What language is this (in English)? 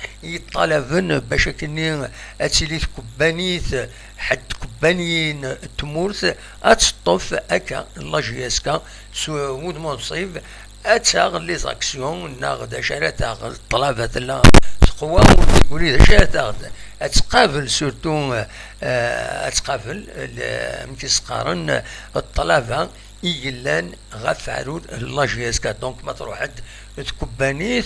Kabyle